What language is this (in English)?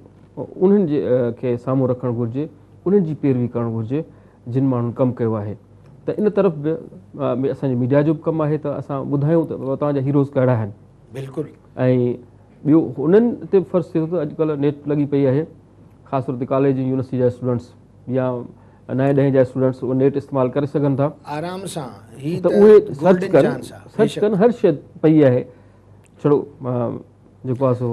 Sindhi